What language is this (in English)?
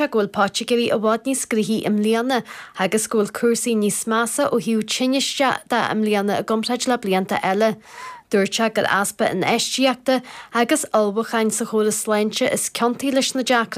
Irish